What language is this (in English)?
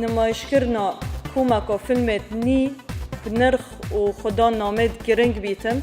Kurdish